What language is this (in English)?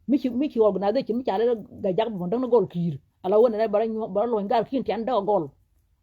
Nuer